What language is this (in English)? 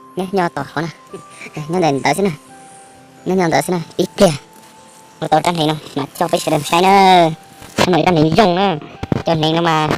Hmong